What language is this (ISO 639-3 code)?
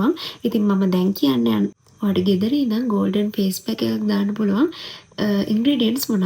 sin